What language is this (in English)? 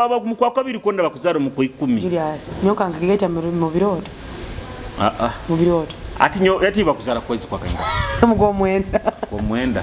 Nyoro